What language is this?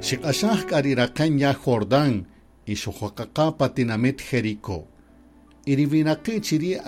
Kaqchikel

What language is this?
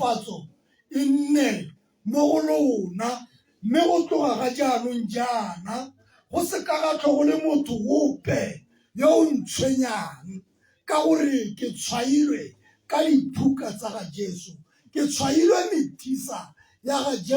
Tswana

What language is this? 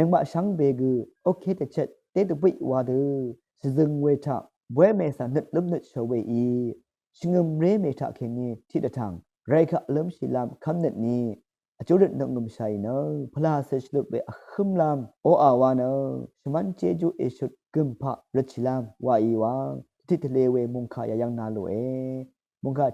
Rawang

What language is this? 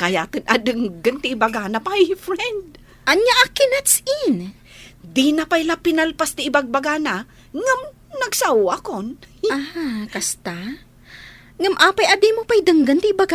Iloko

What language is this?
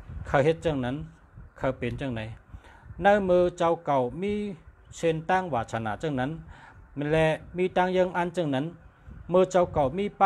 Shan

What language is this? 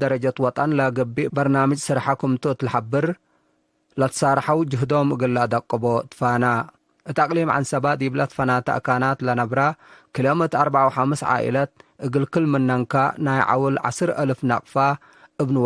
Tigre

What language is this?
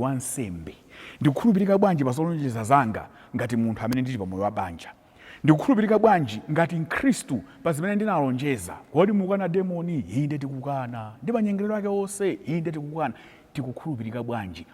Nyanja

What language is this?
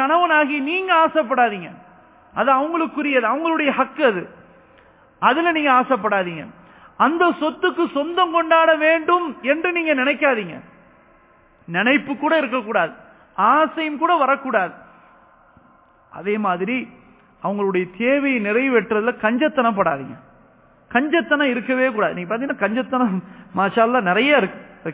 Tamil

